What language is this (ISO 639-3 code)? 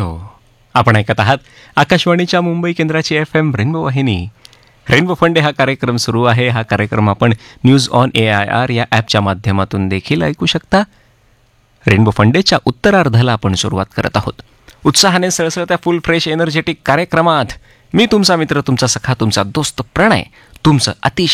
mar